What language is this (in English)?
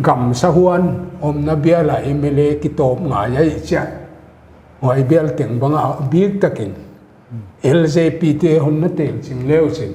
Paite Chin